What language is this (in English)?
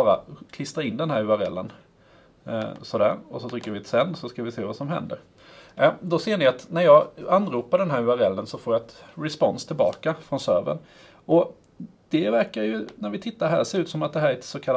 Swedish